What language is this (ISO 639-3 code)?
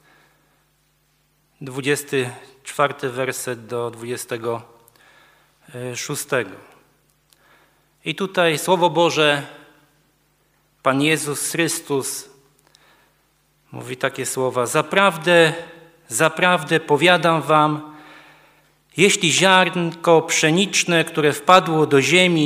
pol